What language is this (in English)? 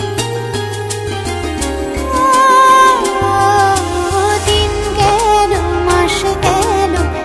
Bangla